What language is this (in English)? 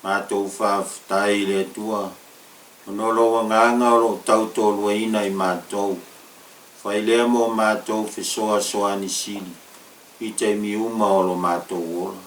Samoan